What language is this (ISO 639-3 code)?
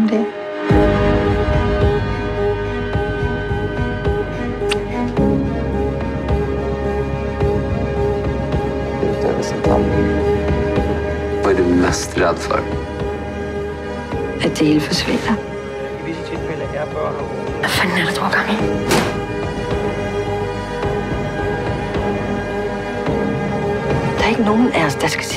dan